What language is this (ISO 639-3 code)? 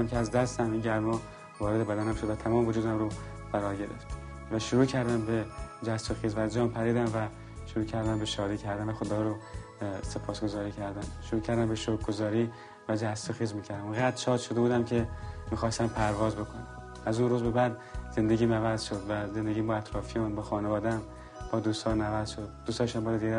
fas